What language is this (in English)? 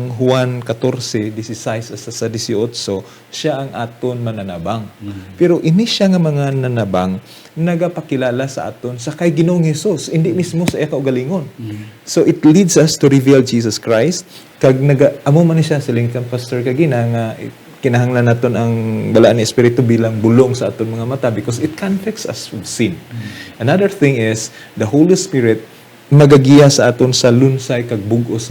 Hiligaynon